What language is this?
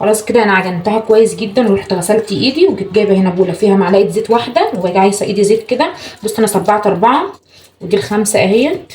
Egyptian Arabic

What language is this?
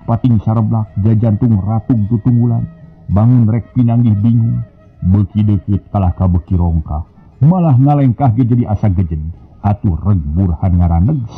Sundanese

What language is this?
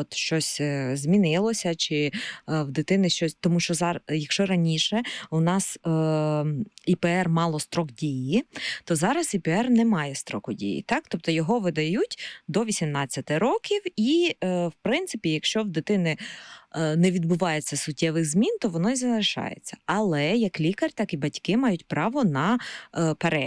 Ukrainian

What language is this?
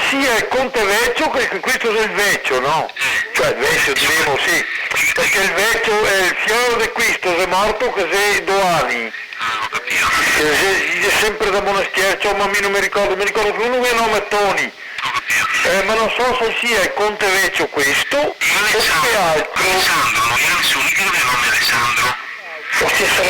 Venetian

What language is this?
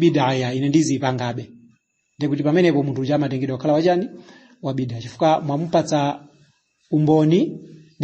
Nyanja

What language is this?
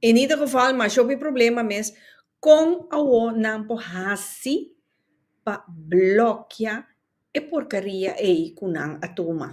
Papiamento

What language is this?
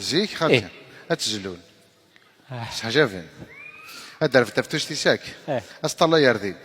Kabyle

